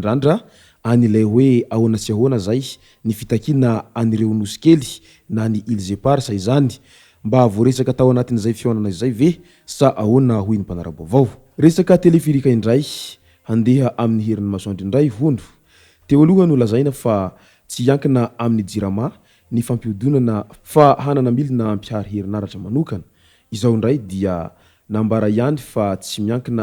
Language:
Malagasy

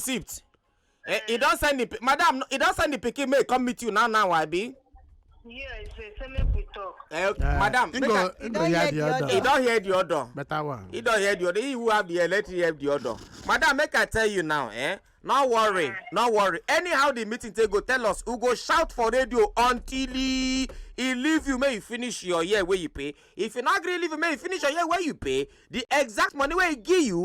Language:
Nigerian Pidgin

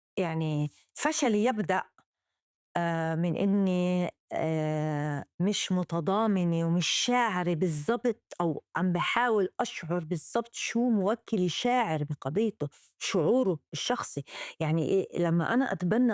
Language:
North Levantine Arabic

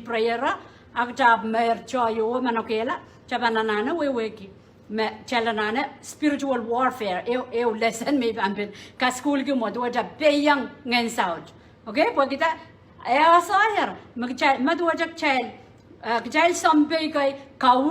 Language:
Pohnpeian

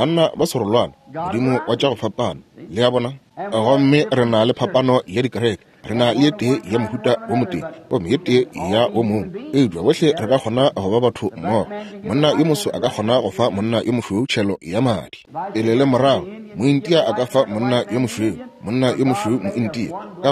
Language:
Northern Sotho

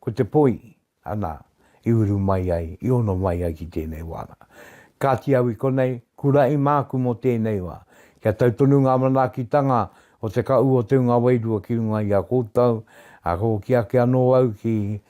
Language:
Māori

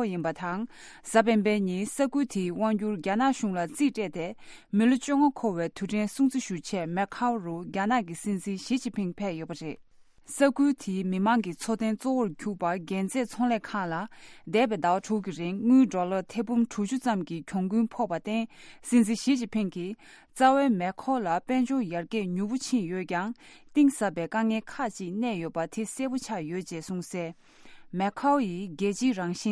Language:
Tibetan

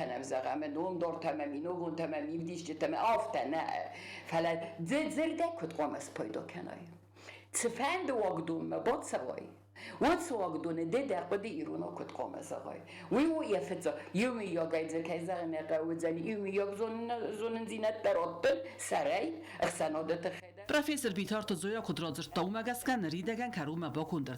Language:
Ossetic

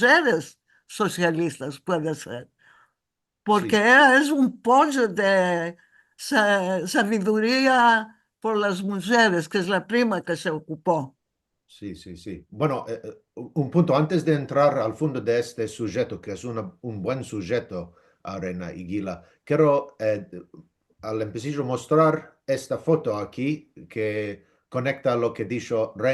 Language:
Ladino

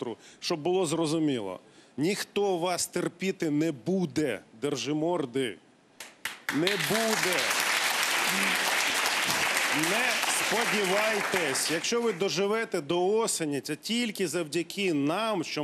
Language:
Ukrainian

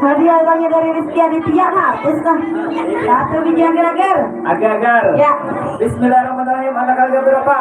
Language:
Banjar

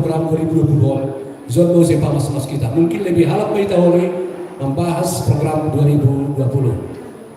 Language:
Batak Simalungun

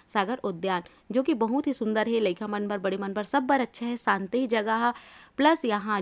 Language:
Chhattisgarhi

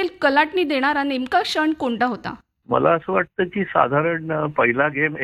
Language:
Marathi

